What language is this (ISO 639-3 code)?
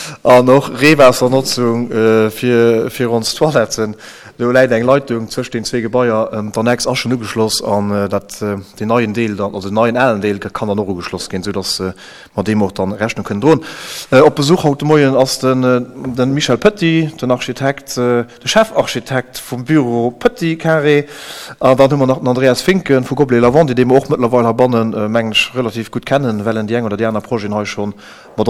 ltz